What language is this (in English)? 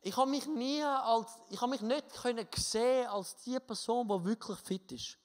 Swiss German